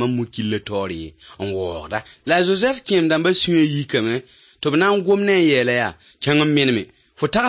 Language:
Mossi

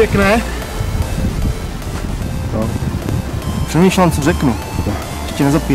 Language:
Czech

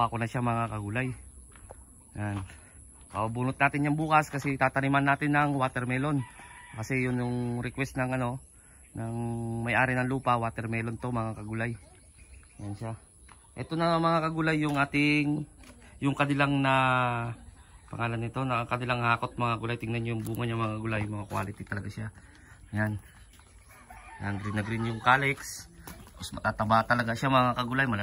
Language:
Filipino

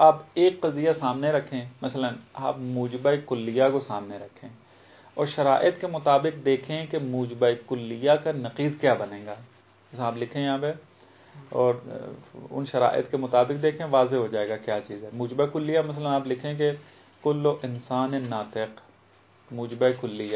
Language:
Urdu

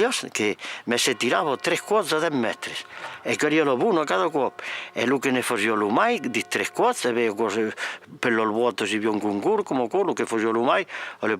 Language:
Occitan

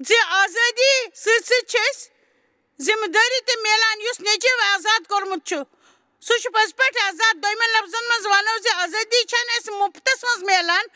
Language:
Kashmiri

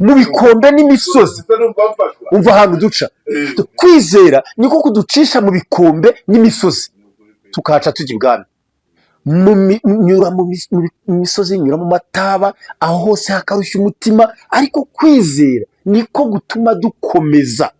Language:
Kinyarwanda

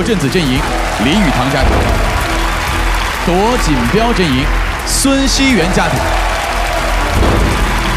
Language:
Chinese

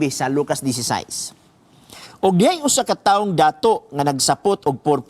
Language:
Cebuano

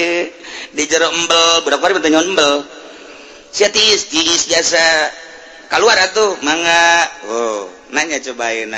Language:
Sundanese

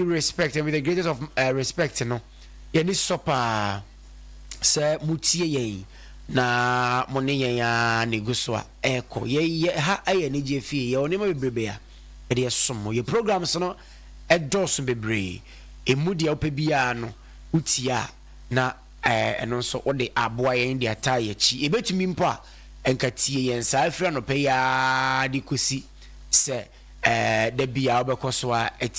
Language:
Akan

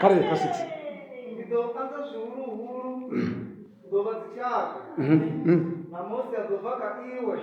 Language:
Venda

